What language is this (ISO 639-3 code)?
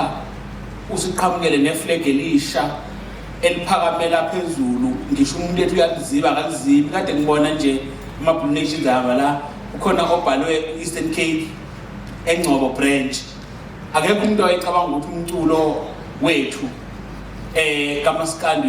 zul